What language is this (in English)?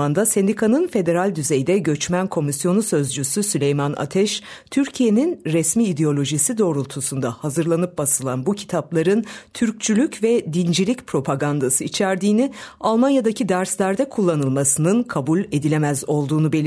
Turkish